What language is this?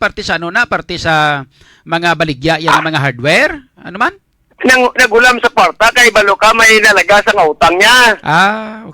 Hiligaynon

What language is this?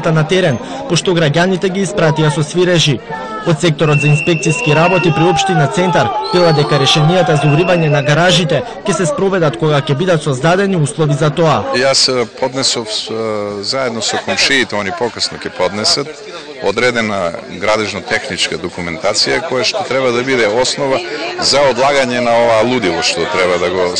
Macedonian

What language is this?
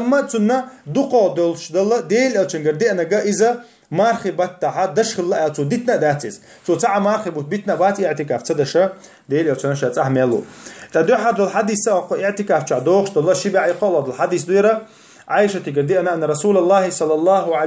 Chechen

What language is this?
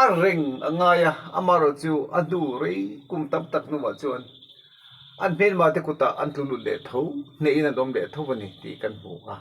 Mizo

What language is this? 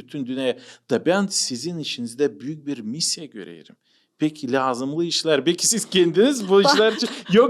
Gagauz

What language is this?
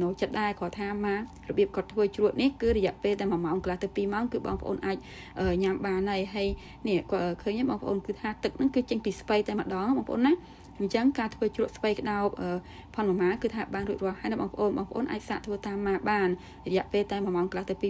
Khmer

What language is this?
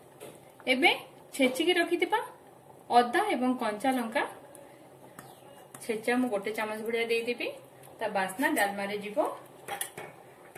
Odia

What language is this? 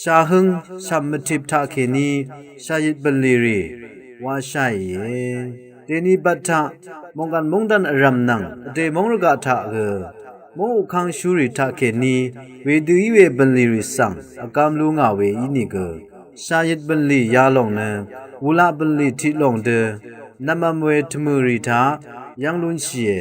Rawang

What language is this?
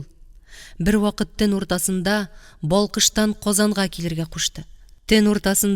Tatar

